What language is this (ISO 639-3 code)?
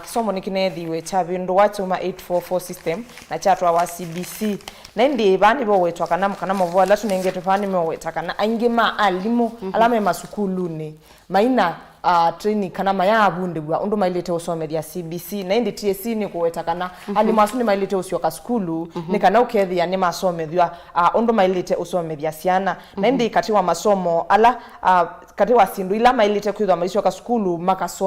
kam